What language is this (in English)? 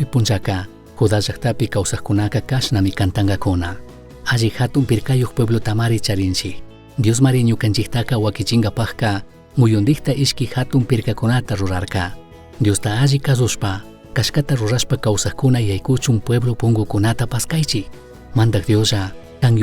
Chimborazo Highland Quichua